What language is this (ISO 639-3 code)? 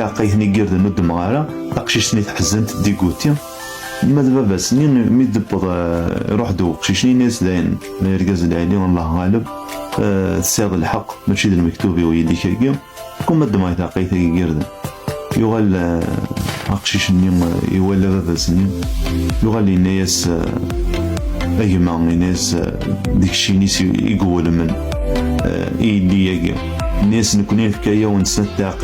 kab